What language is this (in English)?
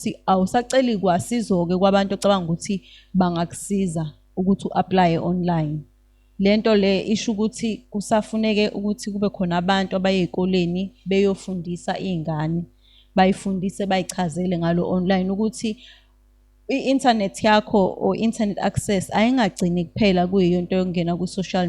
Zulu